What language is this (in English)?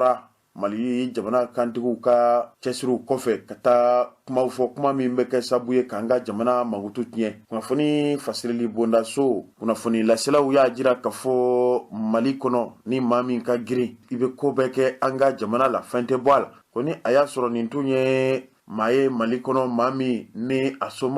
Bambara